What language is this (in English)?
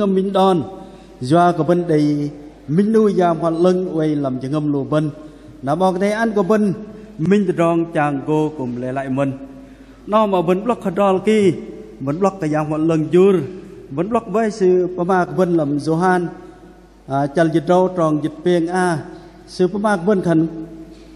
Bahnar